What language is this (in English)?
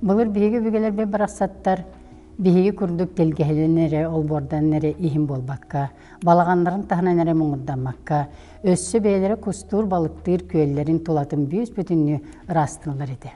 Yakut